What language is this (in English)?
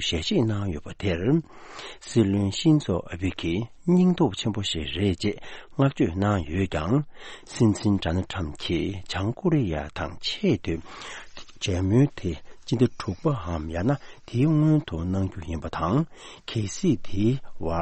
Tibetan